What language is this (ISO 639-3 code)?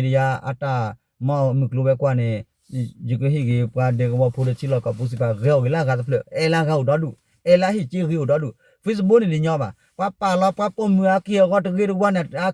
ksw